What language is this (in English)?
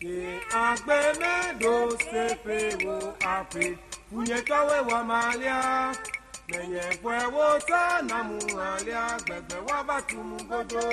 Ewe